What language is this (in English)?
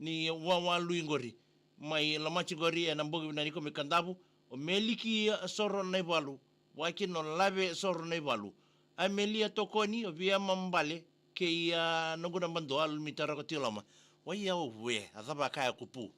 Fijian